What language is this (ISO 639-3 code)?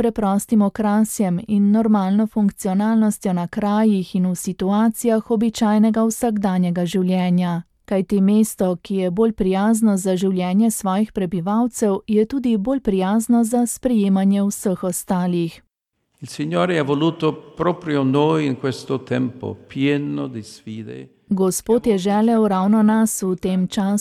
slv